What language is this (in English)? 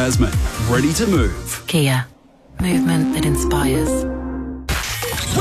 English